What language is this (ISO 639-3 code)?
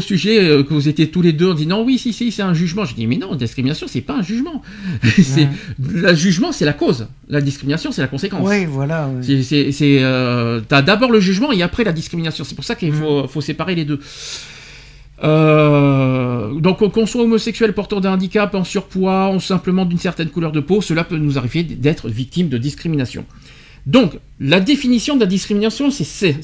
fra